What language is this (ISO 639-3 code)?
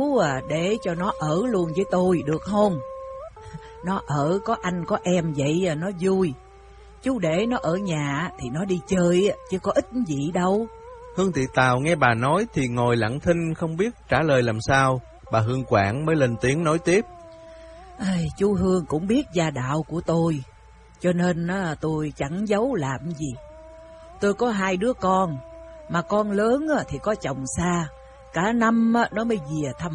vie